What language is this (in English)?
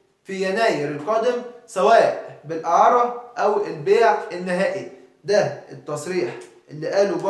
Egyptian Arabic